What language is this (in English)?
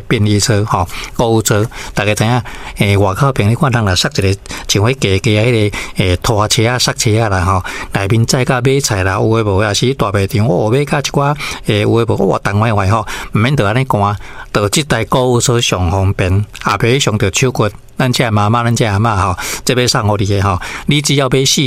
Min Nan Chinese